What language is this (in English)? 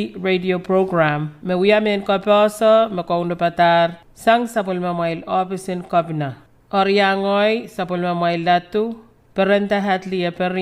Pohnpeian